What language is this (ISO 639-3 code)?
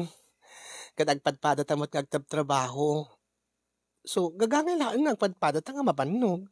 ilo